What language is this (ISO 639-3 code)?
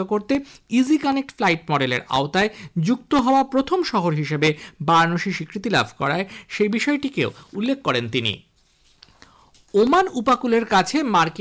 ben